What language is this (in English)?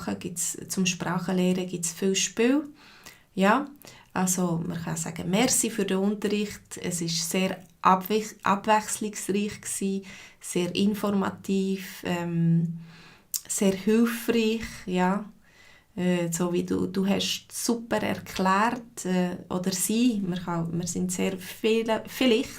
Swiss German